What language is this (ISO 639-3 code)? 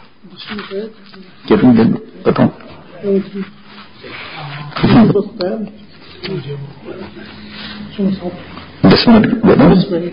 urd